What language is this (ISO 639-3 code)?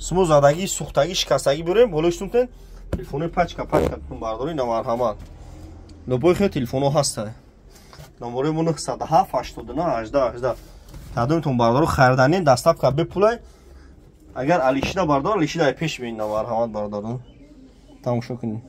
tgk